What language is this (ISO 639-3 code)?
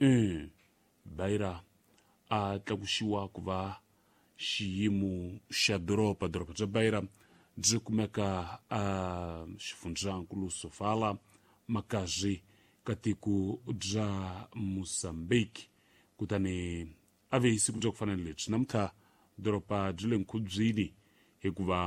tso